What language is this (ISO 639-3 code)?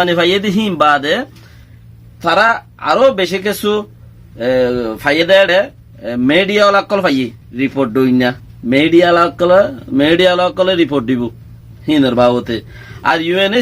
rhg